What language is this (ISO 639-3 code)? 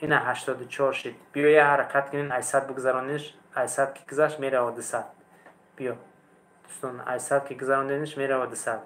tgk